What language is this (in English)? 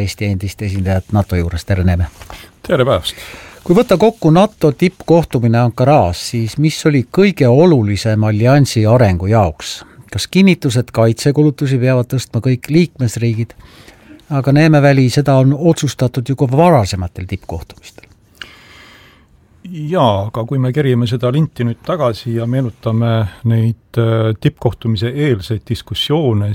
Estonian